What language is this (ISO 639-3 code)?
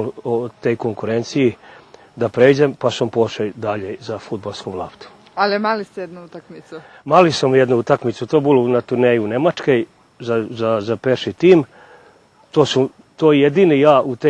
rue